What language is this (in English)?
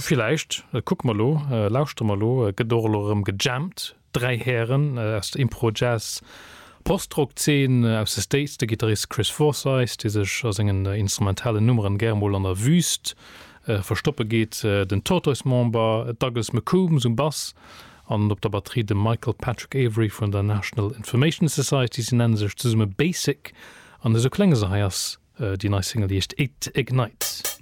Luxembourgish